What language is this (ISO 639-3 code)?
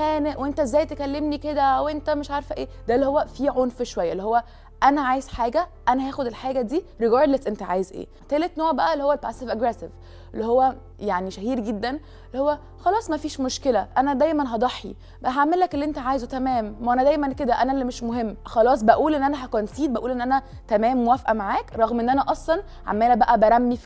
arz